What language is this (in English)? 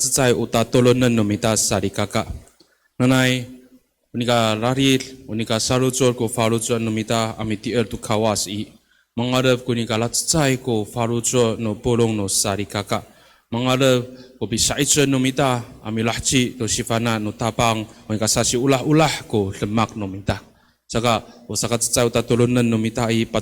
Amis